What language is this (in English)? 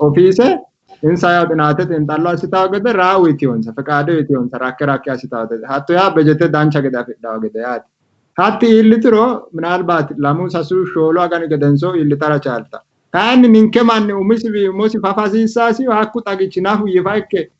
Sidamo